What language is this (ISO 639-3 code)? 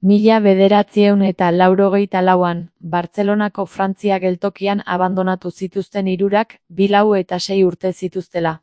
eus